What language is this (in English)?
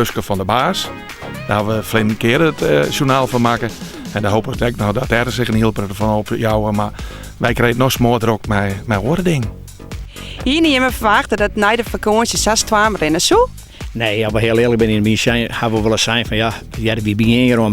Western Frisian